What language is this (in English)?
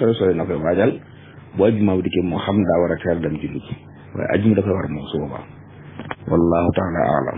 Wolof